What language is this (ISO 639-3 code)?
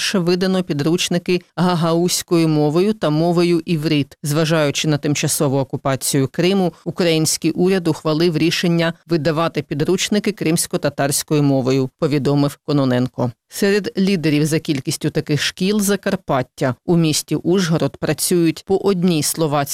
ukr